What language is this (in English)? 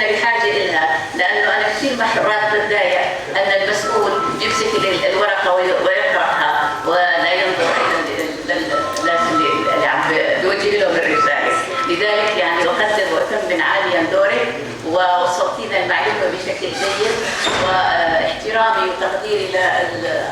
North Levantine Arabic